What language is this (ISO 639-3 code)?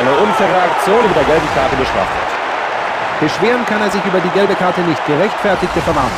bar